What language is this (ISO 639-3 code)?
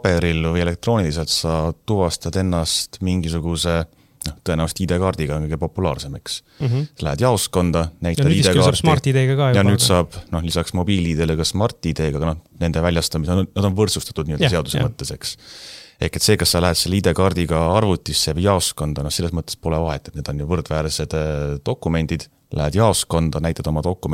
est